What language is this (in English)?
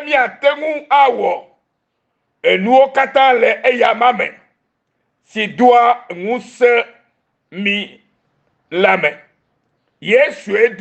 Ewe